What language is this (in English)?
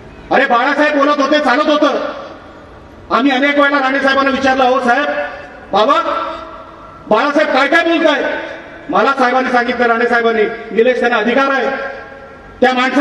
Marathi